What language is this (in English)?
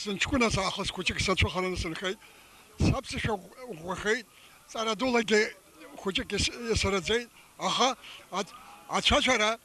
Abkhazian